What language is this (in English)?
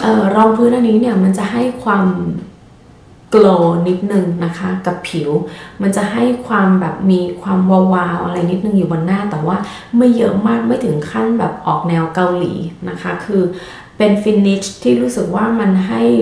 Thai